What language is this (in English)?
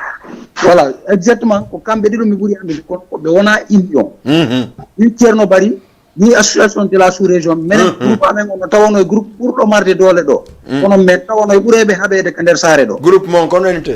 Fula